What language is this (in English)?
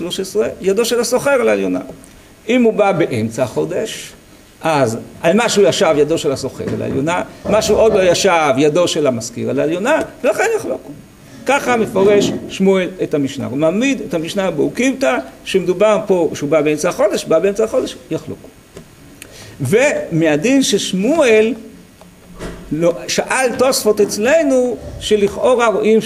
Hebrew